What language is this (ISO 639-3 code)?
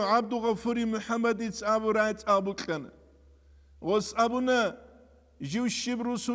ava